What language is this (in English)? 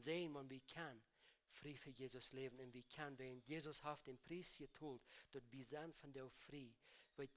Plautdietsch